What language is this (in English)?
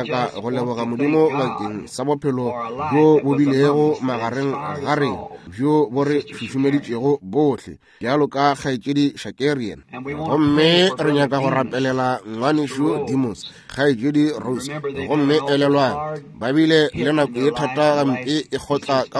Northern Sotho